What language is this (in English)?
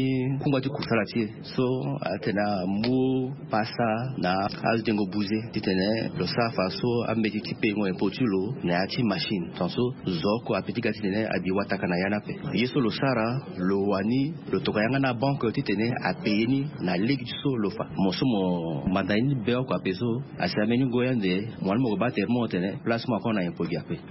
Sango